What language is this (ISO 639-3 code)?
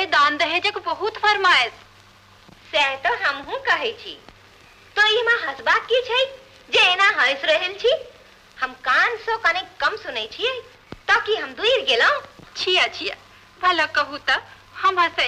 mai